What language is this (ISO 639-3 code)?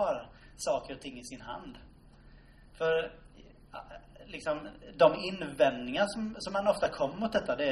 swe